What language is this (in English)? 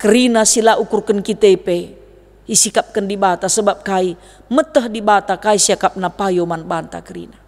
Batak Karo